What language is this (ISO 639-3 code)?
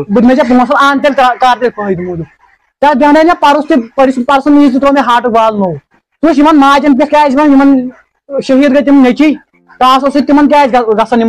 kas